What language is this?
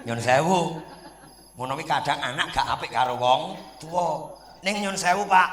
Javanese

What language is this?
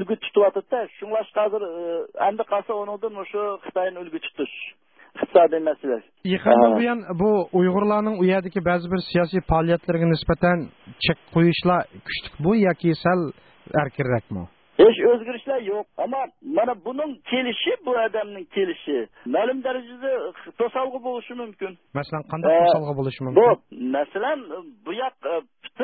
Uyghur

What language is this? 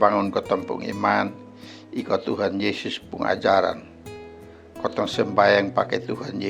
Kupang Malay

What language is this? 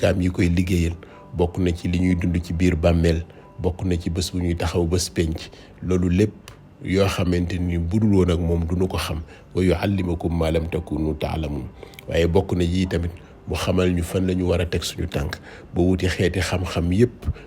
Wolof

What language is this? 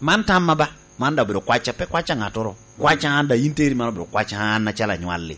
Lango (Uganda)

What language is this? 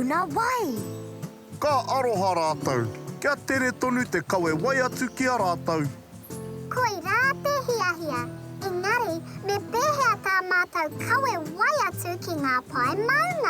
Māori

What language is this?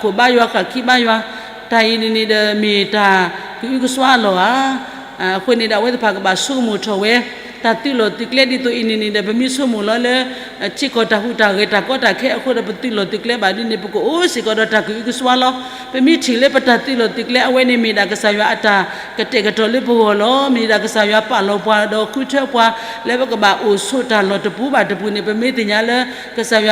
S'gaw Karen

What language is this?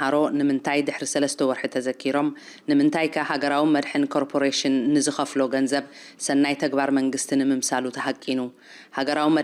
Tigrinya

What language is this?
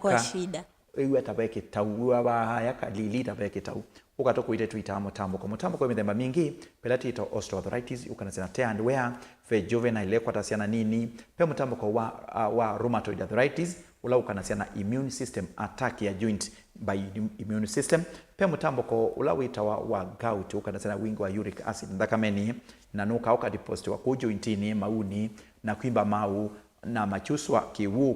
Kamba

